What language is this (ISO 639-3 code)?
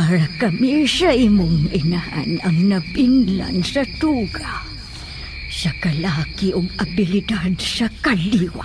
ceb